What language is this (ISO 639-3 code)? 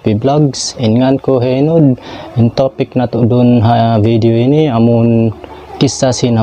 tsg